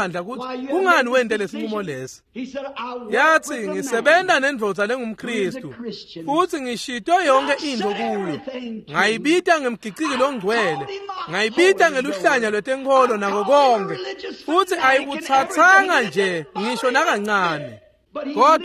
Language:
Swati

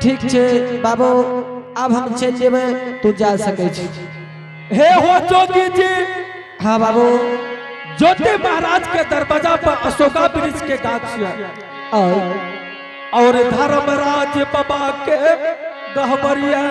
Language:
Angika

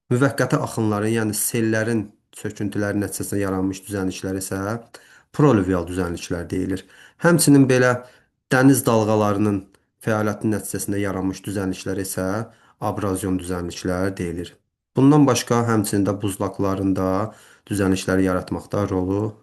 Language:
Azerbaijani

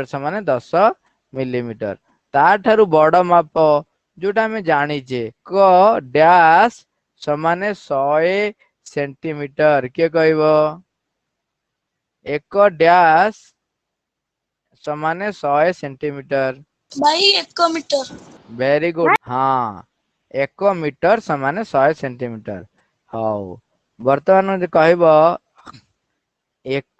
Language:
Odia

